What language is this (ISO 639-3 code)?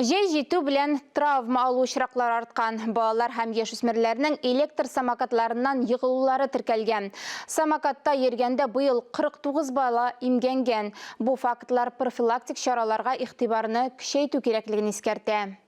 tat